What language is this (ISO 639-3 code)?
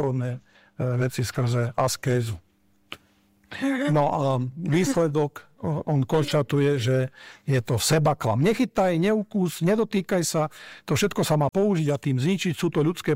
slk